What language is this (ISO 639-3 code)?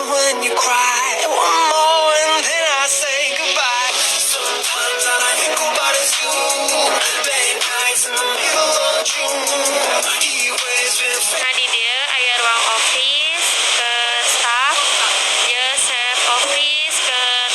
sun